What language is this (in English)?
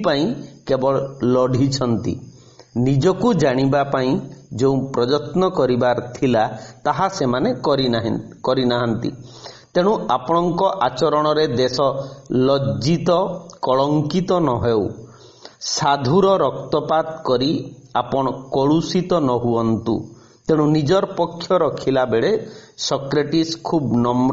Odia